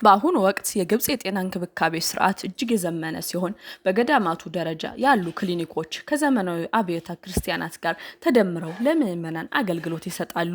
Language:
Amharic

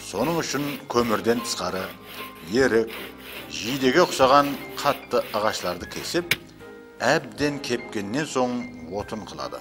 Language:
Kara-Kalpak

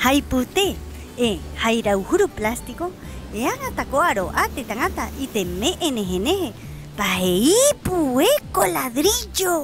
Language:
Rapanui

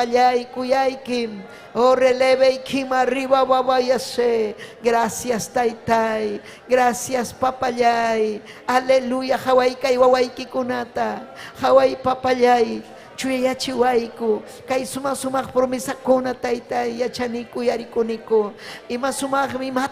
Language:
Ayacucho Quechua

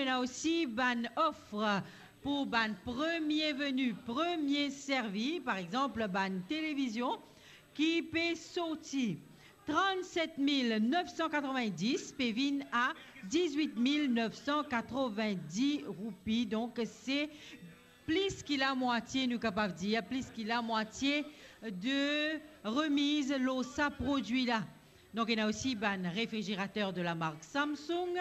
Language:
Morisyen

